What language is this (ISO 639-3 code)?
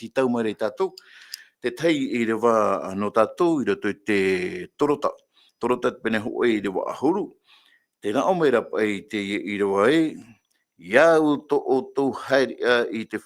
tah